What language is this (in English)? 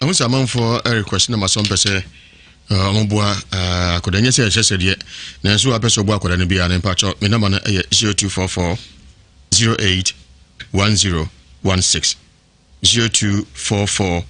Akan